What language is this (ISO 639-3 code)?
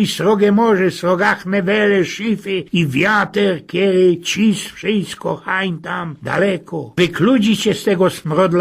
szl